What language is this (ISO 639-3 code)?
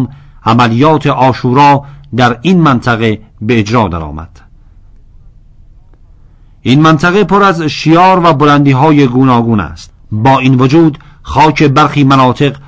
fas